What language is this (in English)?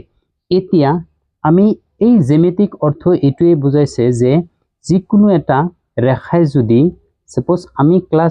Assamese